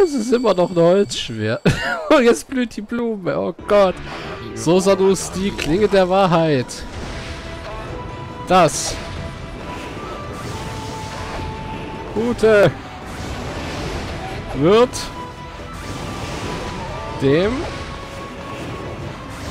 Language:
German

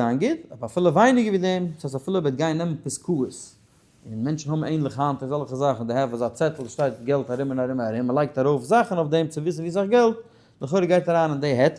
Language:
Yiddish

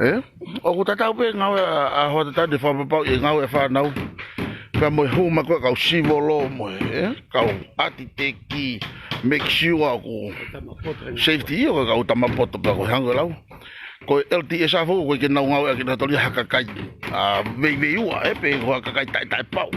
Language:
Tongan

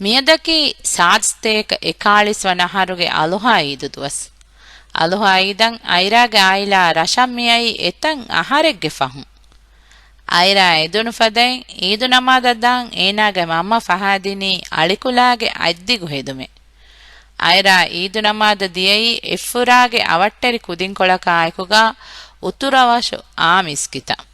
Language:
Divehi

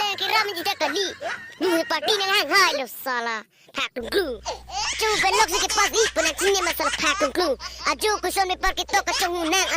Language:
Karbi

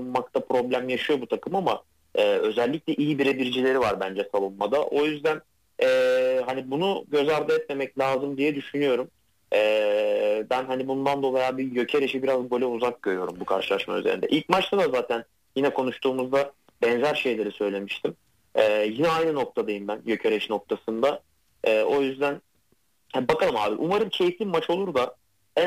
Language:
Turkish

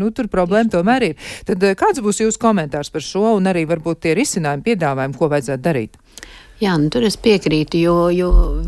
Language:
Latvian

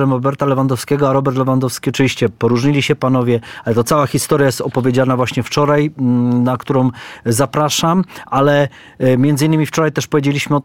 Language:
Polish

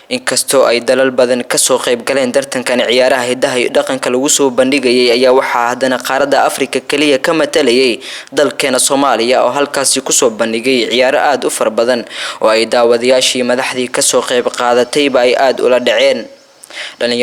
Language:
Somali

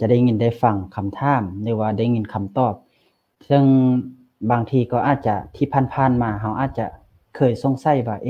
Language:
Lao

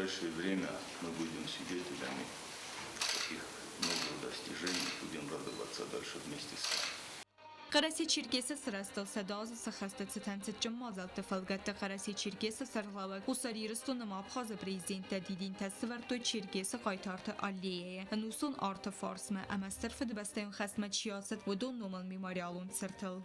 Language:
Ossetic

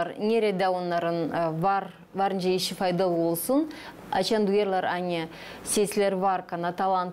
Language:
Gagauz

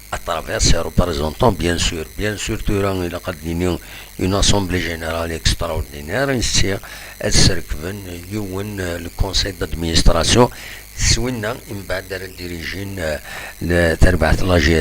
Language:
Kabyle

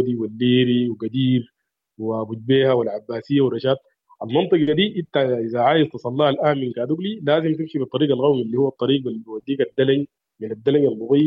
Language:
Sudanese Arabic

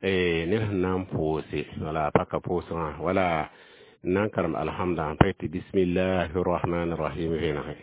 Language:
Mossi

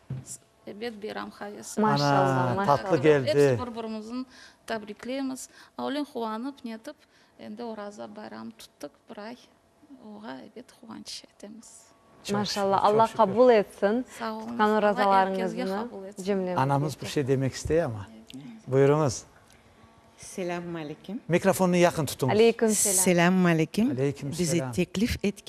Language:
Crimean Tatar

